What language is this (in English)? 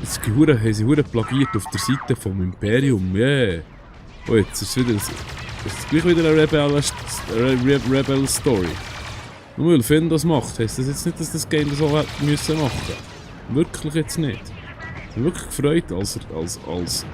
Swiss German